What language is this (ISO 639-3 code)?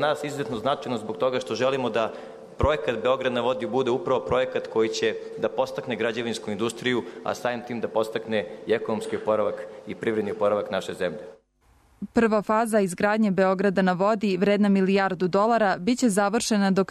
srp